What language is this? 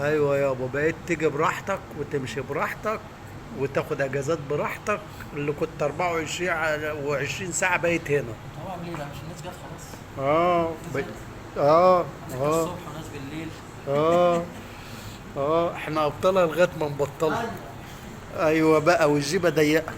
Egyptian Arabic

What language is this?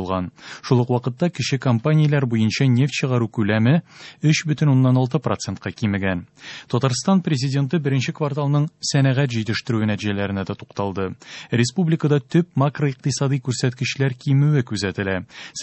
Tatar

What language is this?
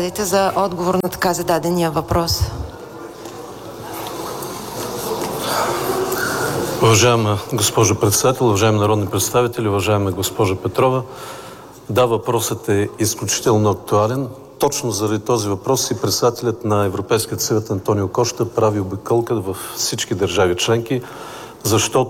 Bulgarian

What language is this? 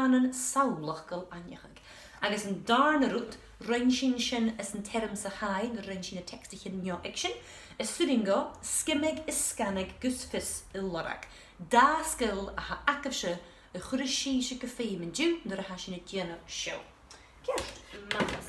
Scottish Gaelic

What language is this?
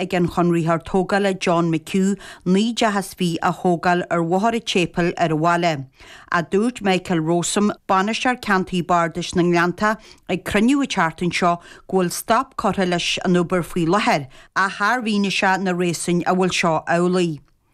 Irish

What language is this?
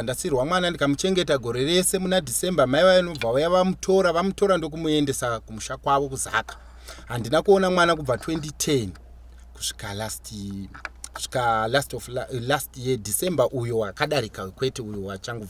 Shona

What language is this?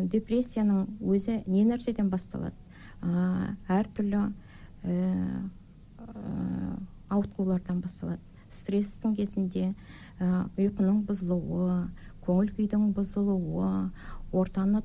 Kazakh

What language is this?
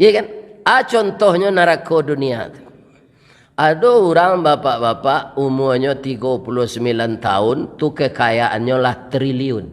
Minangkabau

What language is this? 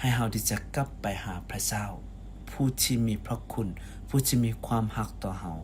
Lao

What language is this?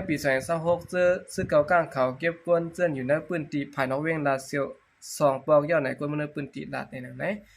Shan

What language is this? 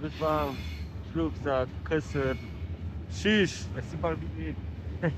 Luxembourgish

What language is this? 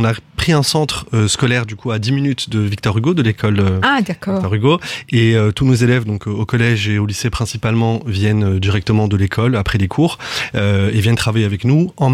French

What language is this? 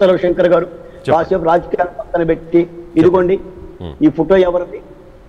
Telugu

